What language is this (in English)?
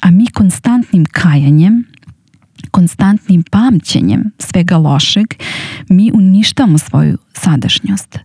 Serbian